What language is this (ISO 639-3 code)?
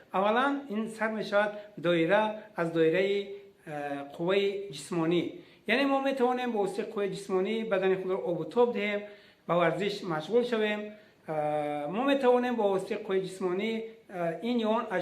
tgk